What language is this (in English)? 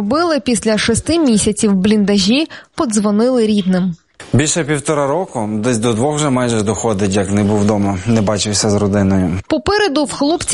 Ukrainian